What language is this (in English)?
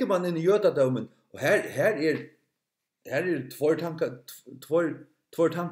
Faroese